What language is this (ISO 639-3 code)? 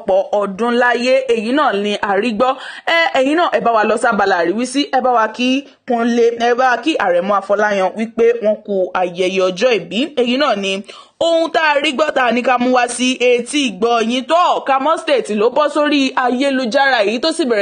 yor